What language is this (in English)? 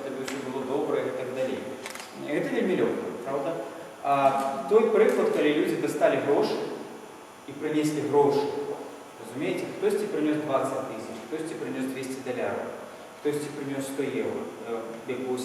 Belarusian